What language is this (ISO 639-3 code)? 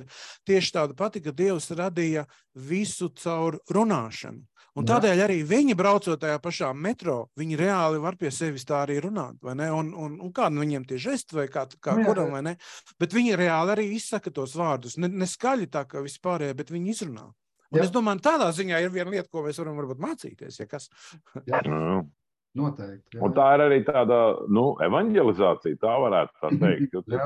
lav